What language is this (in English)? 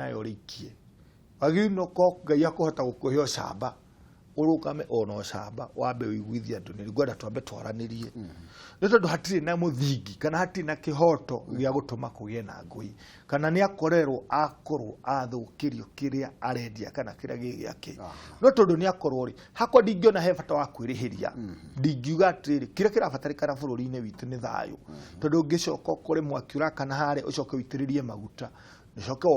Kikuyu